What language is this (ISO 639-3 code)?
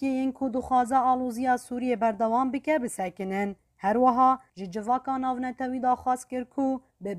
kur